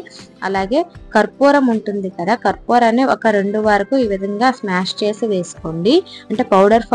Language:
Telugu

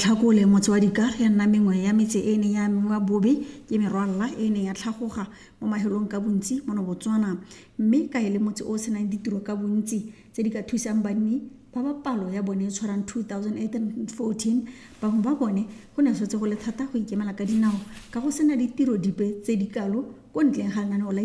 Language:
Tswana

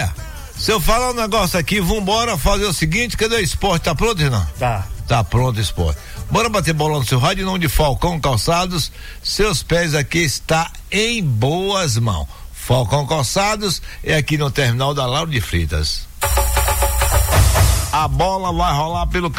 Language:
Portuguese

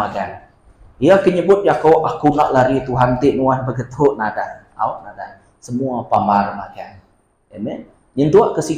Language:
Iban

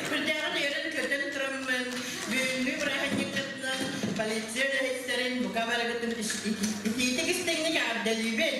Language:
Yakut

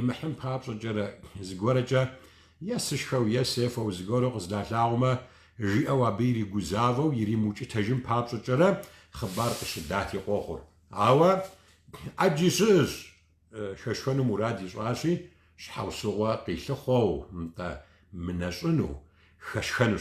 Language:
Kabardian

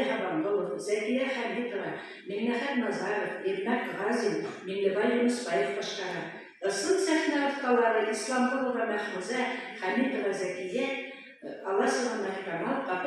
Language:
Bashkir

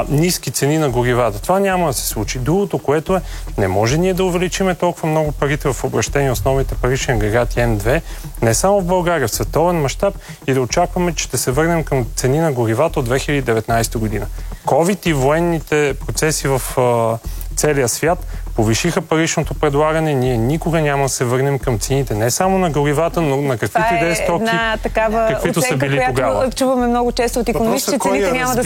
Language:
Bulgarian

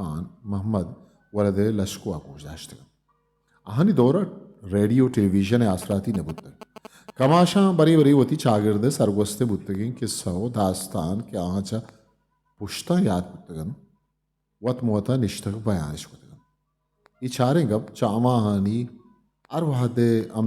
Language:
Eastern Balochi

